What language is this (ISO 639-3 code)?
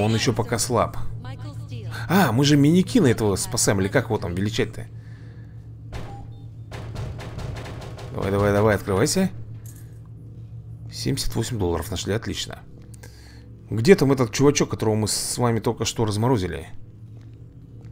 rus